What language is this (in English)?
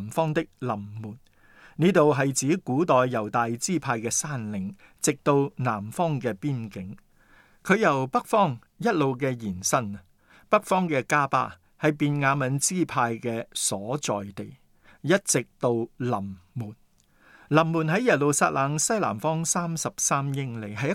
Cantonese